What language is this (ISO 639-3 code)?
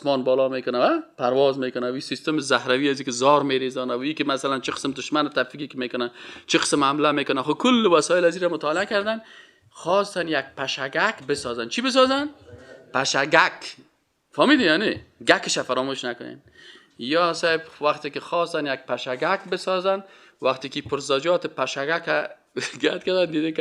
fas